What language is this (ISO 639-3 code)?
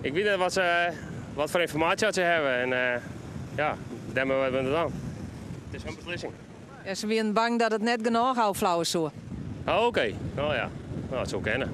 fry